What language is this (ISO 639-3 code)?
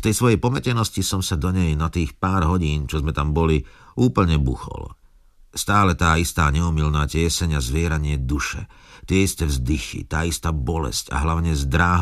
slk